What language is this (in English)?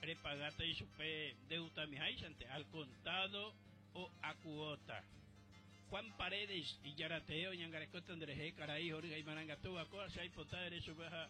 Guarani